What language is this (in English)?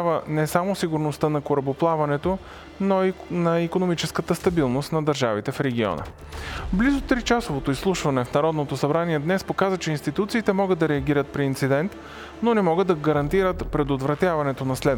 Bulgarian